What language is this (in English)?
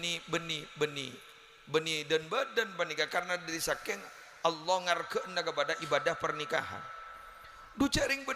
Madurese